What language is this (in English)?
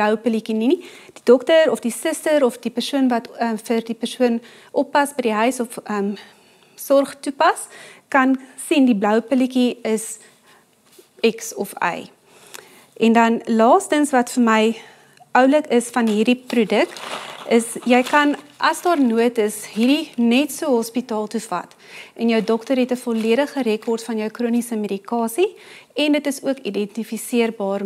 Afrikaans